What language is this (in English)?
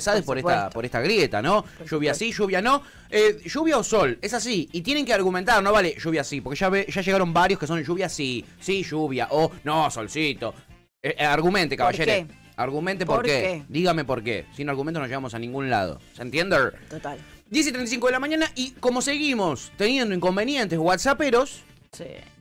Spanish